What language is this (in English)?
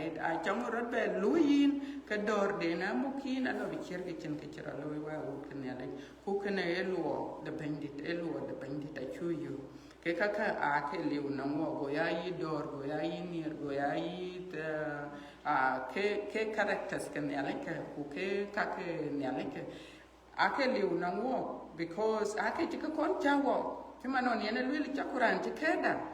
Dinka